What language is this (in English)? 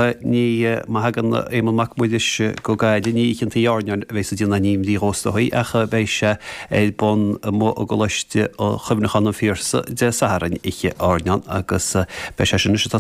Irish